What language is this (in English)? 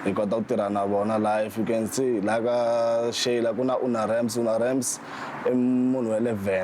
Tsonga